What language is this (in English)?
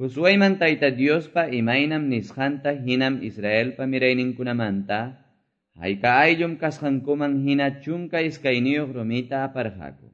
Quechua